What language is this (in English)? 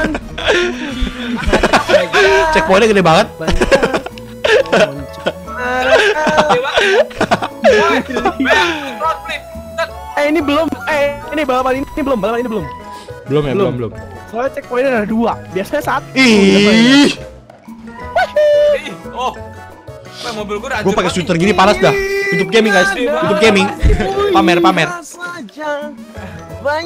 Indonesian